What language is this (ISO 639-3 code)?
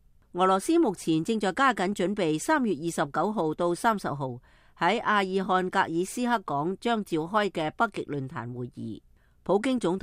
yue